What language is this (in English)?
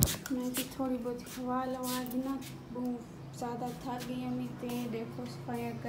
Saraiki